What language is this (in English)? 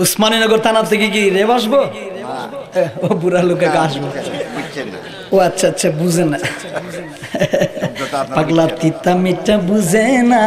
Sylheti